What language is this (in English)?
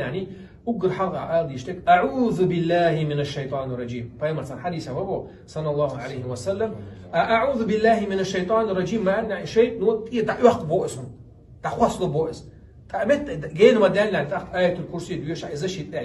Chechen